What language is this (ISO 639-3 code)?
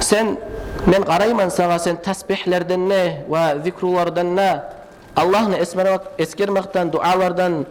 kum